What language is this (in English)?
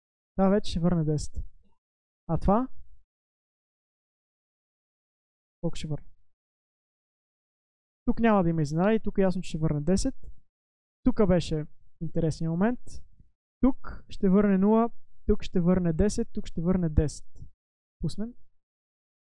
Bulgarian